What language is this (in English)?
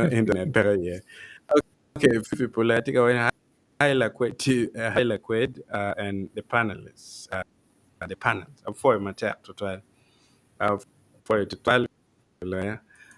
Acoli